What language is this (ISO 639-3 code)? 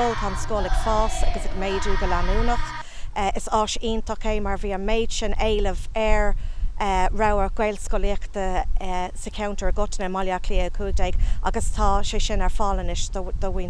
gle